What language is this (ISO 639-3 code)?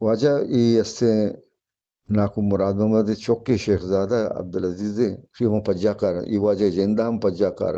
bgp